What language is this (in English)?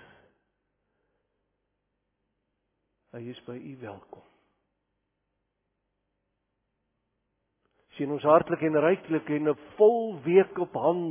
Afrikaans